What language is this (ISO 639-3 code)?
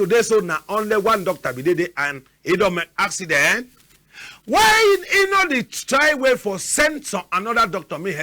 wes